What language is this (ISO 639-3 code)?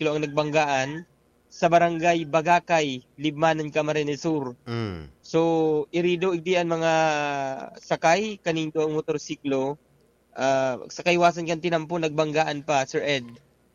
bik